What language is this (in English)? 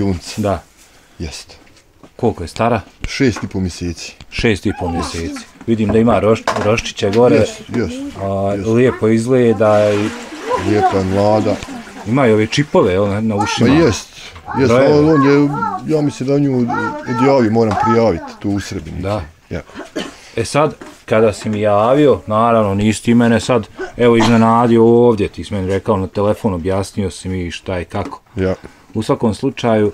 Bosnian